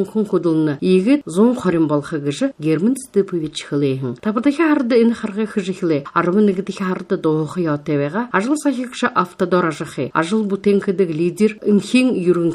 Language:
Buriat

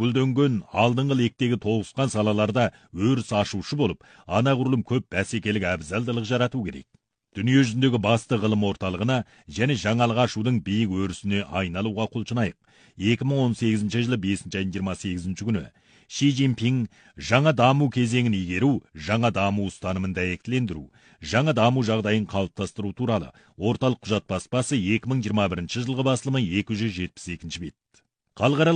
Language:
Kazakh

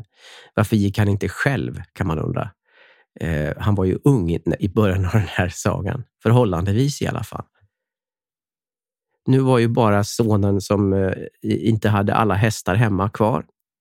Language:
Swedish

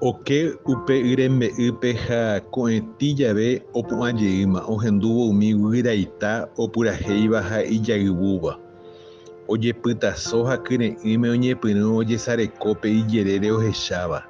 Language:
Guarani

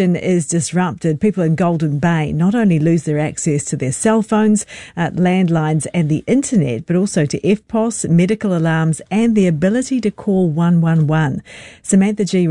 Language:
English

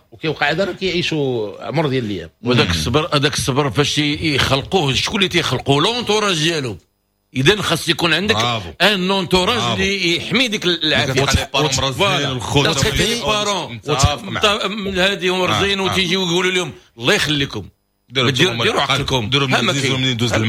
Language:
Moroccan Arabic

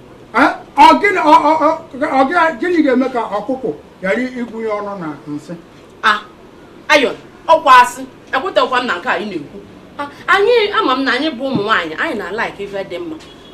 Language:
Igbo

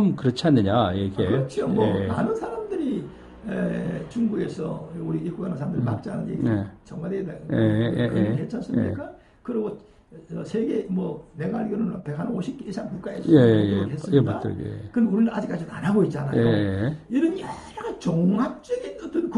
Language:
Korean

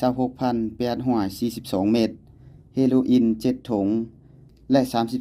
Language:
Lao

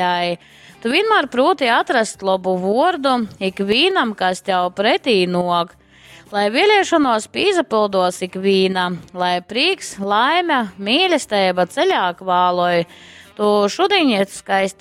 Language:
Latgalian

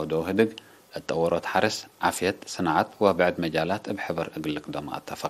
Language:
Tigre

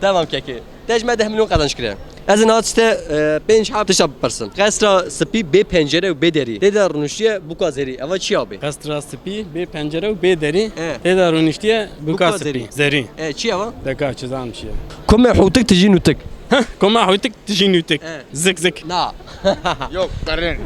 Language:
Kurdish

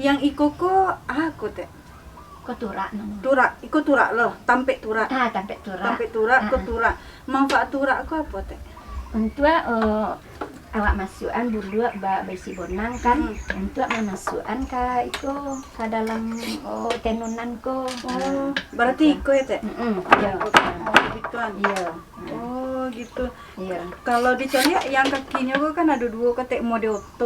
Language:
Minangkabau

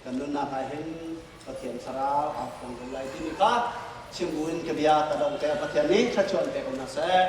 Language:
Hakha Chin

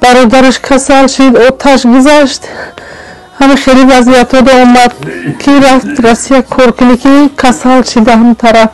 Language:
Tajik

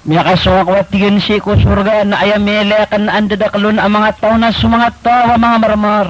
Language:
Maranao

